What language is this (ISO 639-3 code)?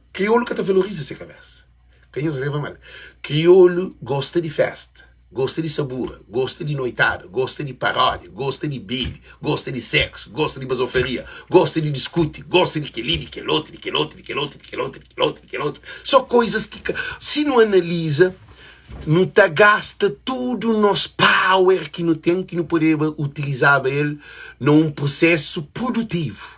kea